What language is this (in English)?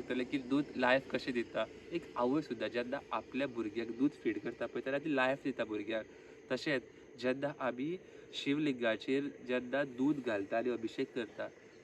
Konkani